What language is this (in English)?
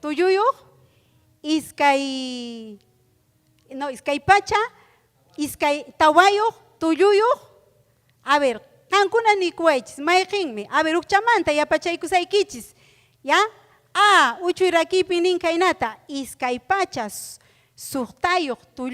Ayacucho Quechua